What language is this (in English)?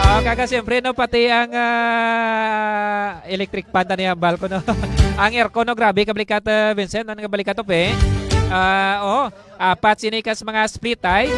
Hiligaynon